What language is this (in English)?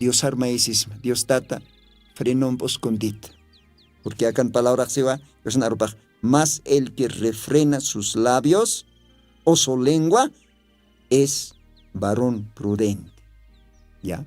Aymara